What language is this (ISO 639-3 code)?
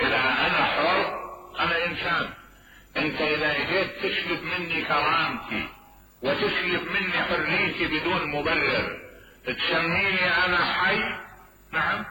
acm